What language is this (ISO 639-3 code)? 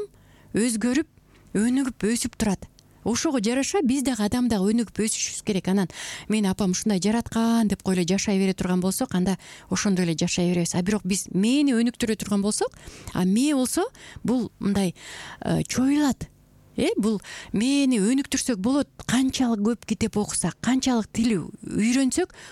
kir